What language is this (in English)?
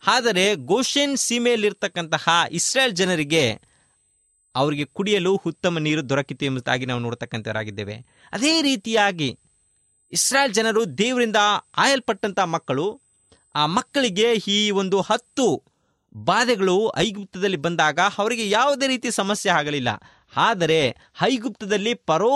Kannada